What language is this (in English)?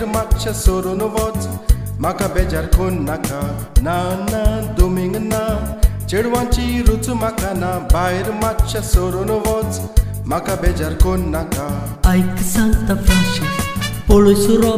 Konkani